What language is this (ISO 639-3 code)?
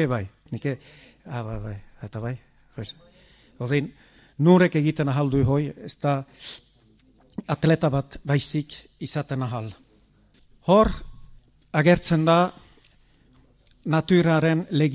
eus